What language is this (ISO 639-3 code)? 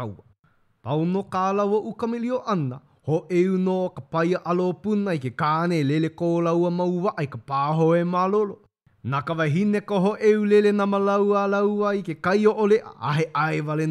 haw